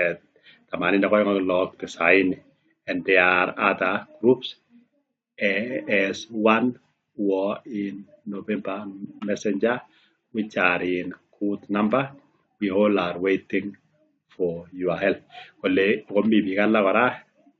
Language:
Kalenjin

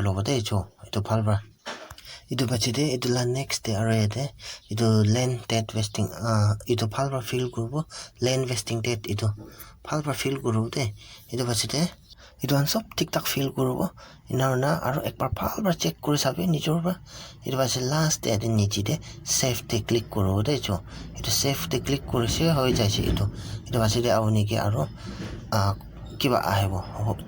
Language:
Naga Pidgin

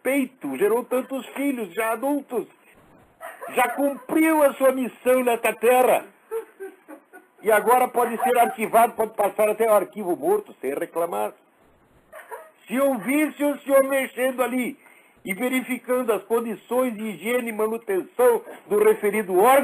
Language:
Portuguese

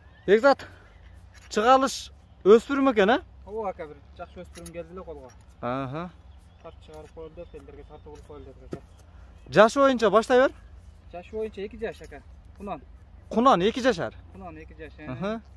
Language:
Kyrgyz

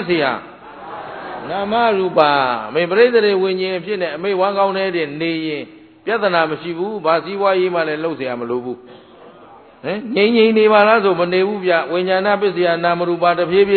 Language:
Burmese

